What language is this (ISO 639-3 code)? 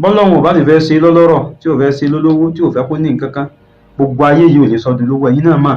yor